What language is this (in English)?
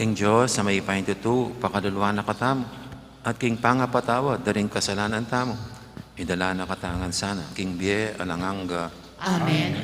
Pampanga